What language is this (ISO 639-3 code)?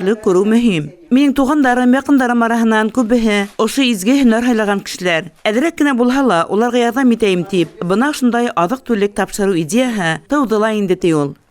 bak